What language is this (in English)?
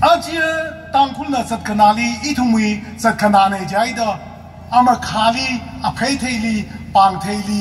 Tangkhul Naga (India)